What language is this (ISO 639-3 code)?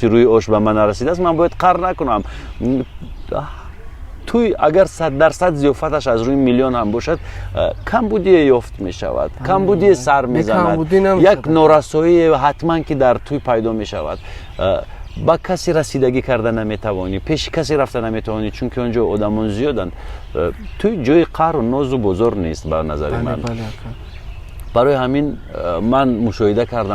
tgk